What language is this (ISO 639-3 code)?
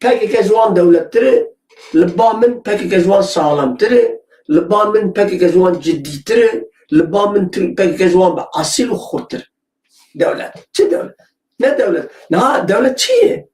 kur